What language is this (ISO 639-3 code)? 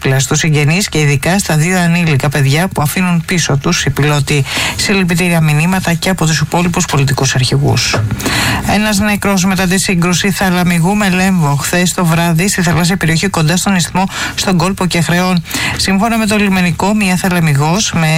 ell